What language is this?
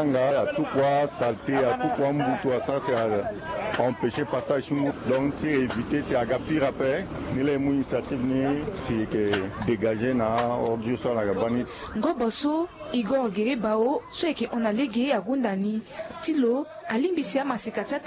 Sango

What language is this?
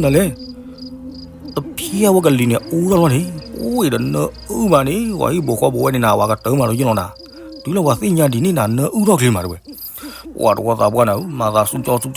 S'gaw Karen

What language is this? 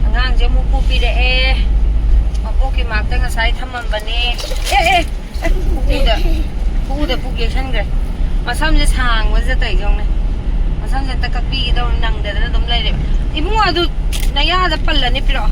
Manipuri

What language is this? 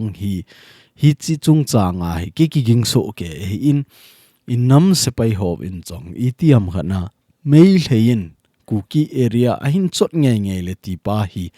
Thado Chin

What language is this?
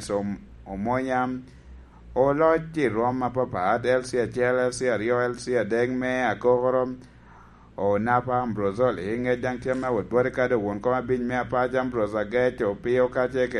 Lango (Uganda)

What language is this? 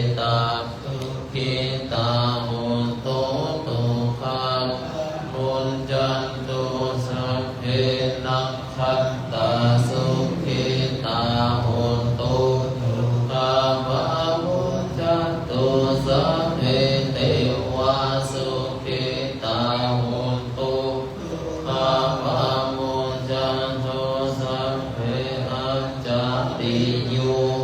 Pali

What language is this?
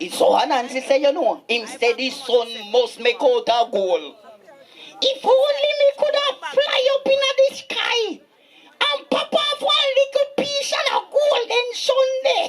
Jamaican Creole English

